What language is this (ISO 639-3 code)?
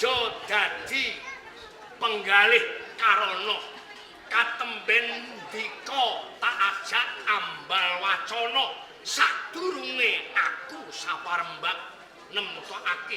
jav